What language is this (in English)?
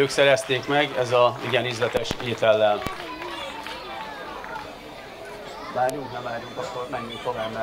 Hungarian